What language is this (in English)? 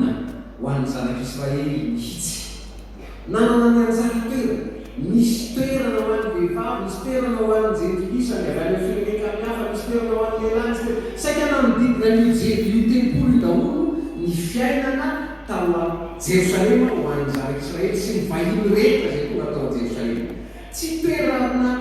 Malagasy